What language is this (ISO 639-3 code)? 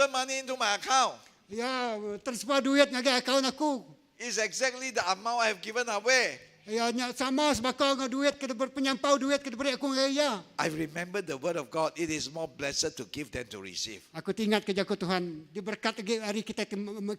iba